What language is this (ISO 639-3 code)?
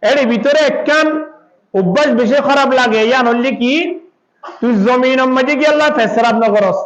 rhg